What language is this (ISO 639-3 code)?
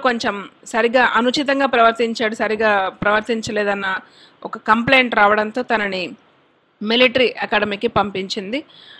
tel